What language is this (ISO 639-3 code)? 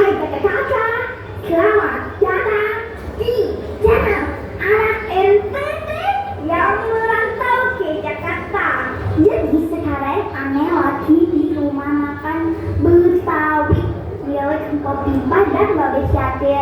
bew